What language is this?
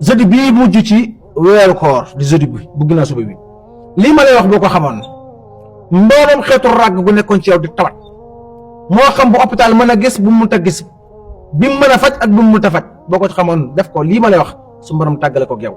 Wolof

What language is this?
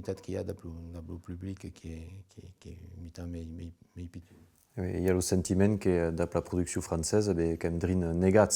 Occitan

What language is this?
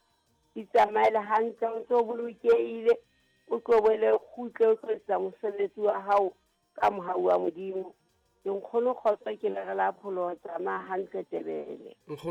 Southern Sotho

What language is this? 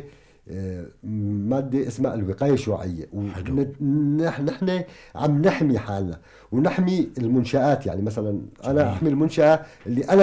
North Levantine Arabic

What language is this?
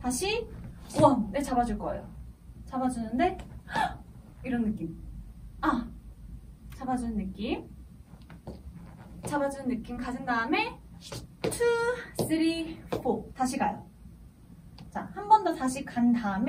Korean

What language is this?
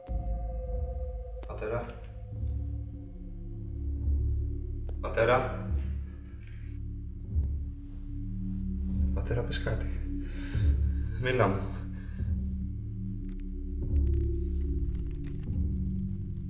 Greek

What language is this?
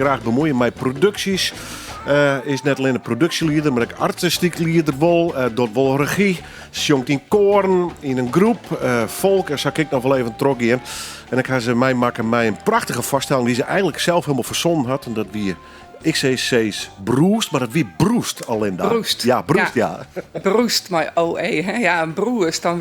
Western Frisian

